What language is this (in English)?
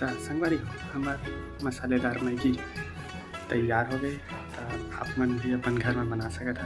Chhattisgarhi